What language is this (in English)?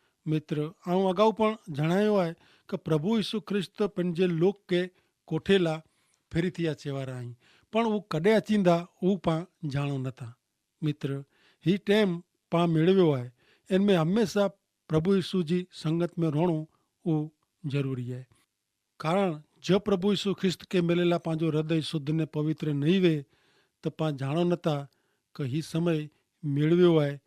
Kachhi